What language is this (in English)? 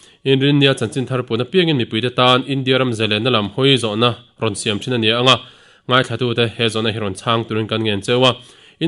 Mizo